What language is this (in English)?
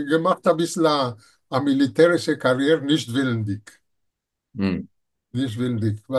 Yiddish